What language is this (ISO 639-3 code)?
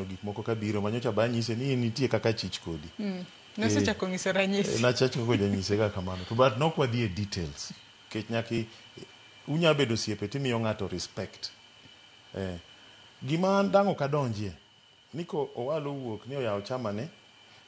luo